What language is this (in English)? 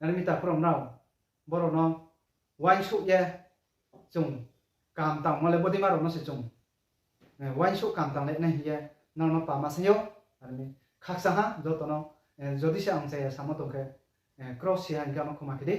Riang (India)